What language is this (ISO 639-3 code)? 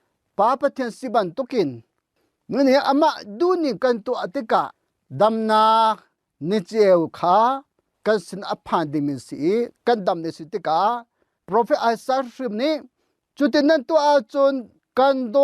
cnh